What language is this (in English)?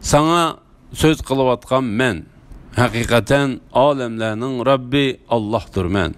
Uyghur